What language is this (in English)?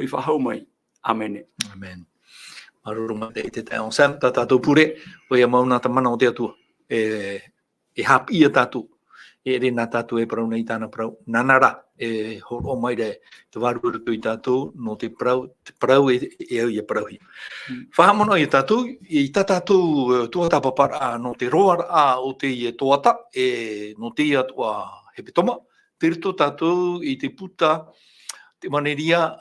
Tahitian